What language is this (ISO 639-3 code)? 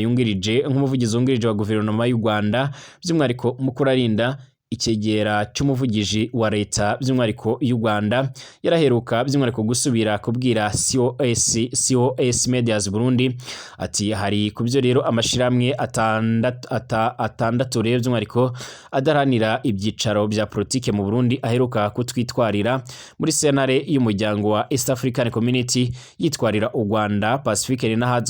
run